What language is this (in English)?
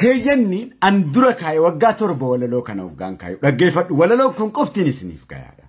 Oromo